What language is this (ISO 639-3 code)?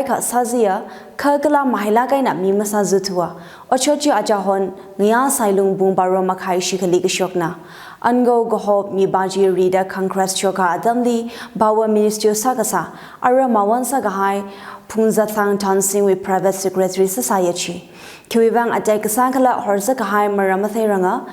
nmf